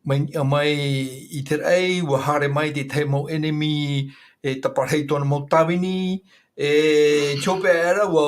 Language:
Tahitian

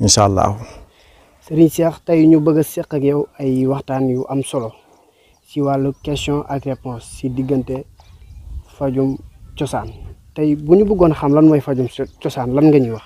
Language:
Wolof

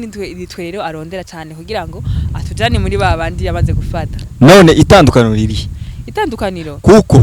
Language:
Rundi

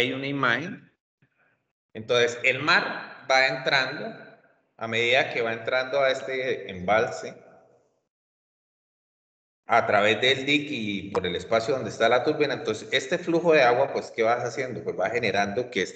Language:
Spanish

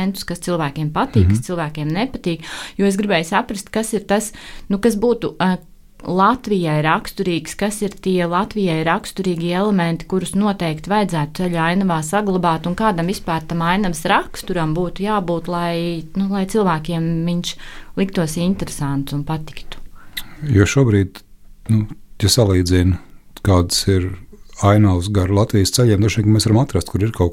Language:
Latvian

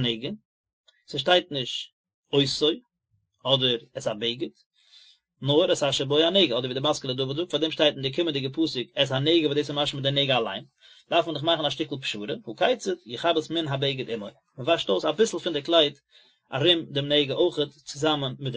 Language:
Yiddish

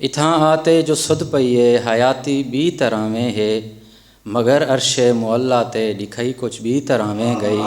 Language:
Saraiki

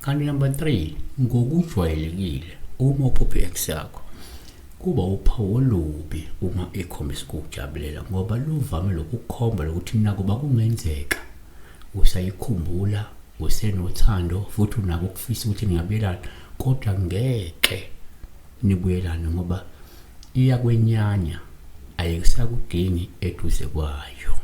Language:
Zulu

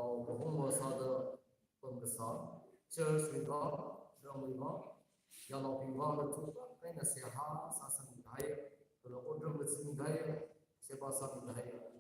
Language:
Tangkhul Naga (India)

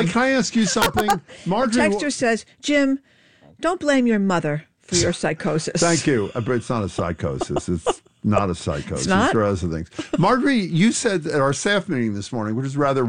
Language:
English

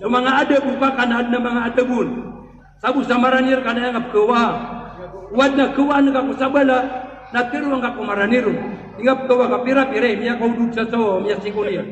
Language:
Maranao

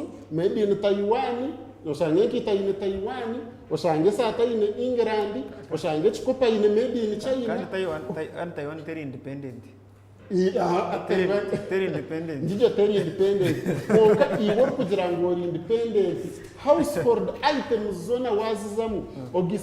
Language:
Nyankole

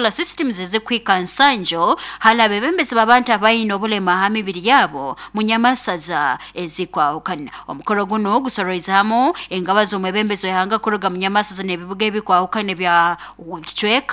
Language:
Nyoro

